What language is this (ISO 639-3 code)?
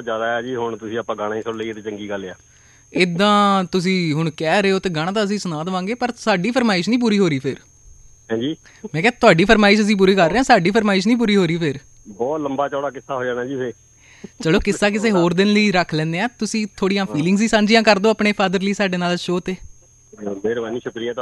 pan